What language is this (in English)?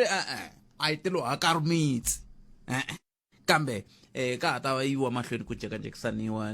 Tsonga